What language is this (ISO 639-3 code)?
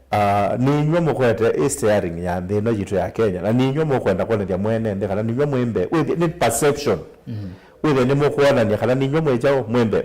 kam